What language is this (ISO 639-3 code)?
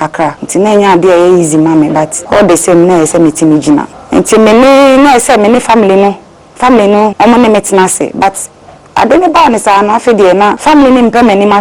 aka